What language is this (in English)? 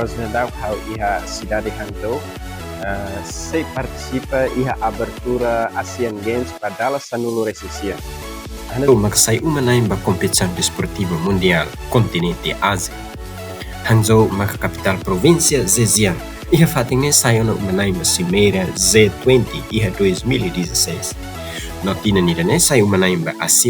Tetum